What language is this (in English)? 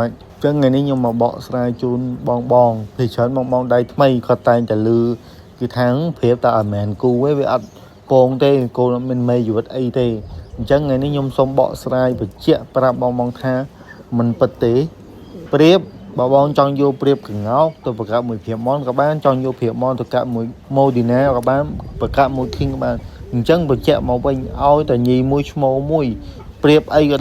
Khmer